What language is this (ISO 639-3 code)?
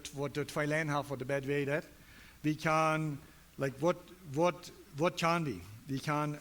pdt